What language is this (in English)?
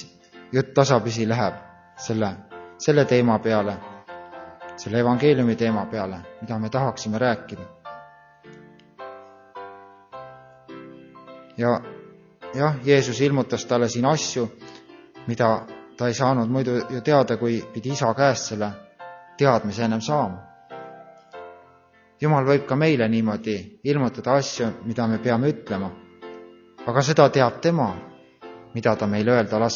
Estonian